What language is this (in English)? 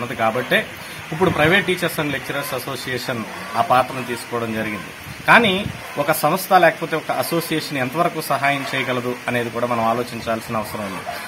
Telugu